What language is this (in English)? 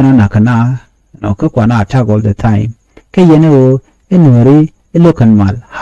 Nuer